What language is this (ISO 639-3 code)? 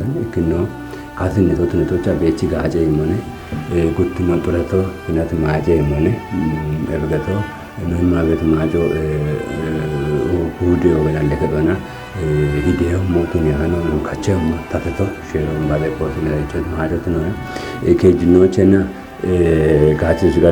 kbr